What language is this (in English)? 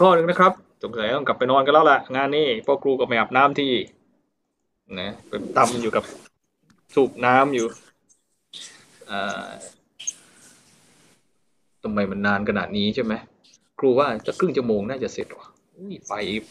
Thai